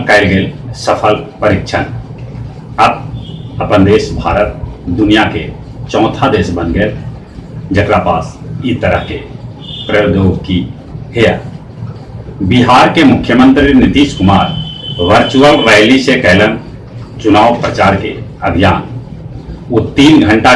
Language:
Magahi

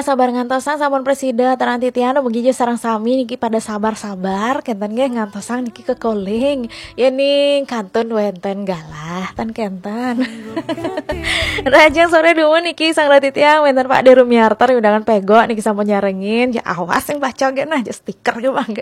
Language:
Balinese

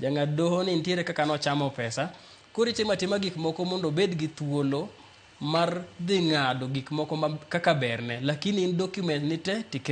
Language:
Luo (Kenya and Tanzania)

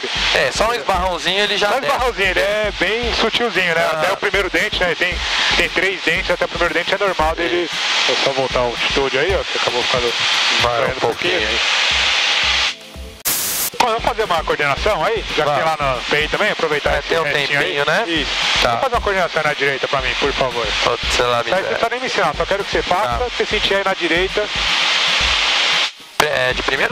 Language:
Portuguese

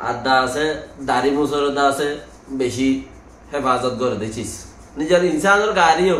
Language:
Rohingya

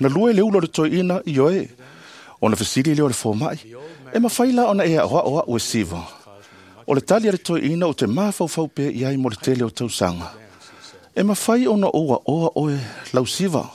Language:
Samoan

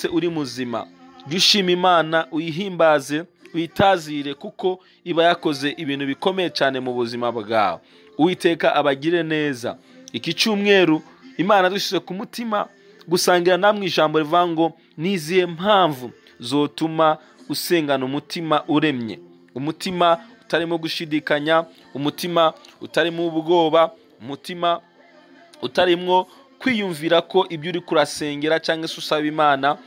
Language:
Kinyarwanda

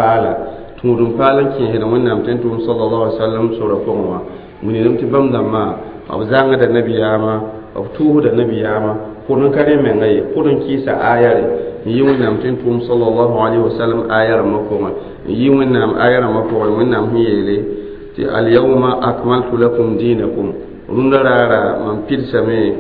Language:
Mossi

